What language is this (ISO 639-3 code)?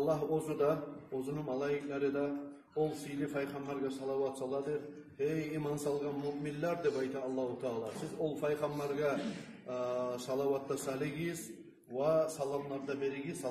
kum